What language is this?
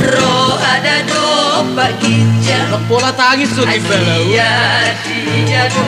Batak Toba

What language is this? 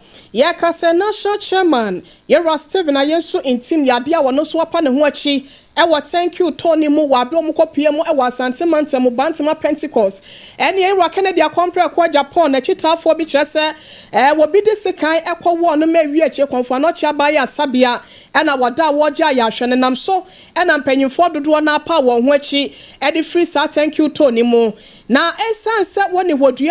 Akan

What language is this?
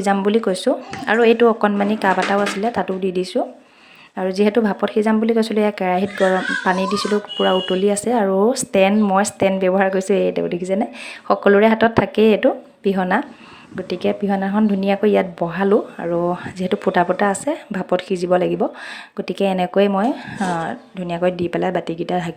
Assamese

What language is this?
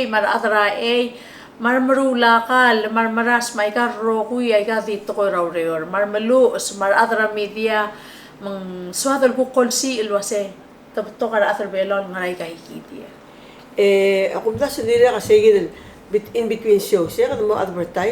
Palauan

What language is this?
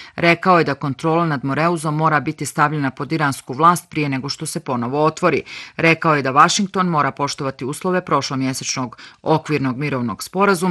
Bosnian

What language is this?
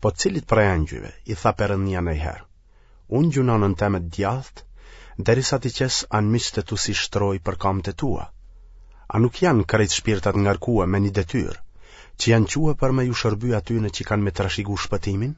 Albanian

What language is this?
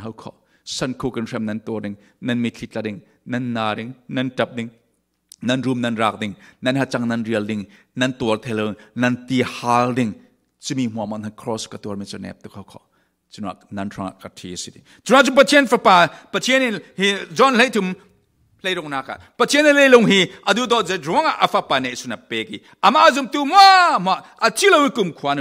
Falam Chin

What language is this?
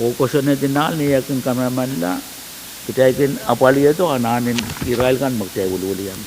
Pohnpeian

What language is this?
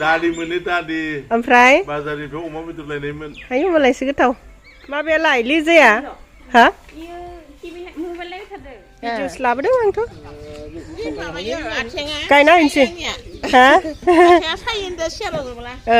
Bodo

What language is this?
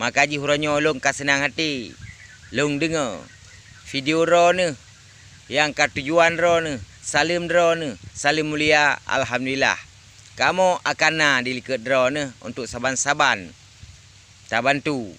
Achinese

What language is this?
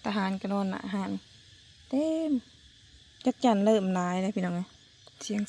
Northeastern Thai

